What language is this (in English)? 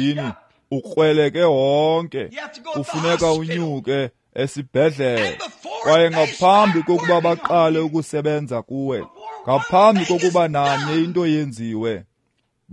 Xhosa